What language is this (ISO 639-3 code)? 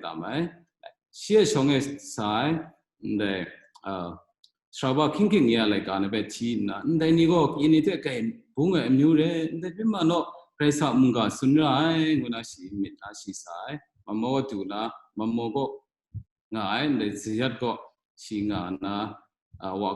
kac